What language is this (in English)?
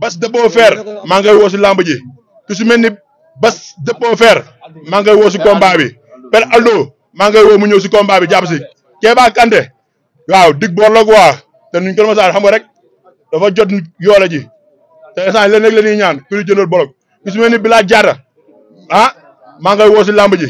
Wolof